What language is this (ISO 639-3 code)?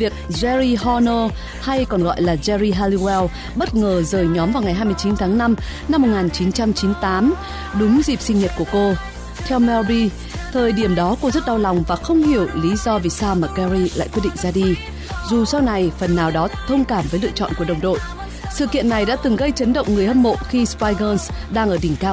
vie